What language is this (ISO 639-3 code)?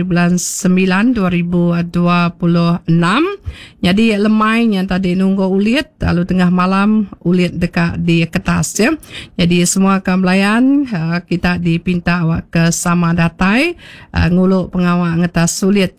iba